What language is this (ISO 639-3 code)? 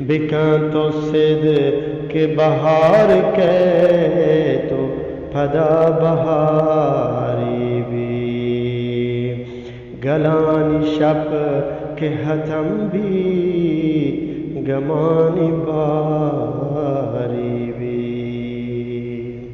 bgp